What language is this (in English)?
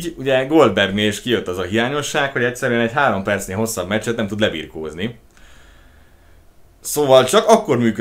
Hungarian